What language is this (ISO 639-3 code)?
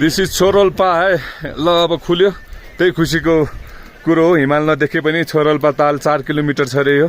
nep